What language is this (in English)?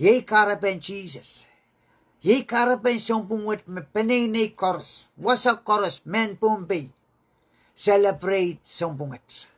Pohnpeian